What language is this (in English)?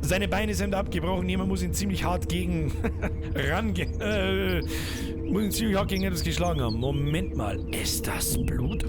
Bavarian